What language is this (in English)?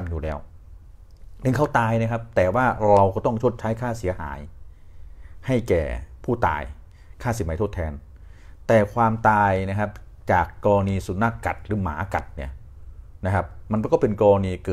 Thai